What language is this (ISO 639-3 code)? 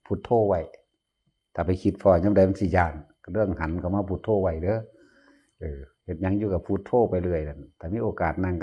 tts